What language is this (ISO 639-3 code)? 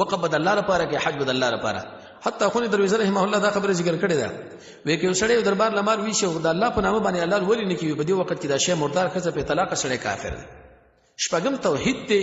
pus